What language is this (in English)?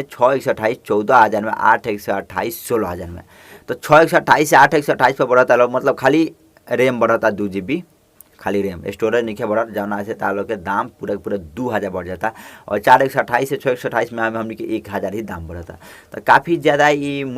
Bhojpuri